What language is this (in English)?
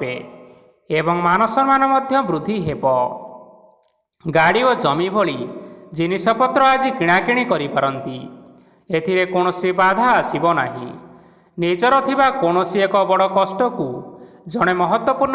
Odia